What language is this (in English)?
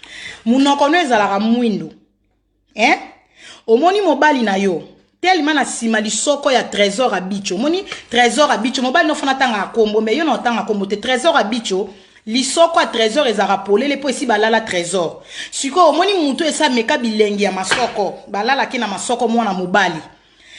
Lingala